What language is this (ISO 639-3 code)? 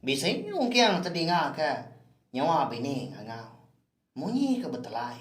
iba